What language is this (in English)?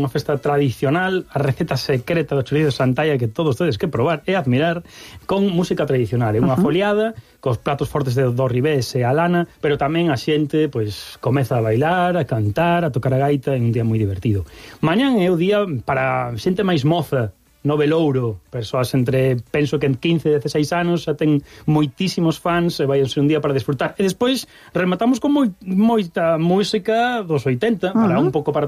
Galician